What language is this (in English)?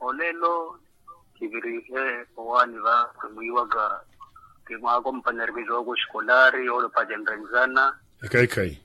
Makhuwa